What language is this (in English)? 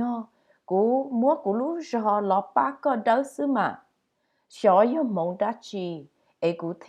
Hmong